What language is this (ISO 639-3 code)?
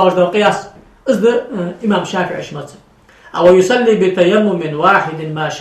inh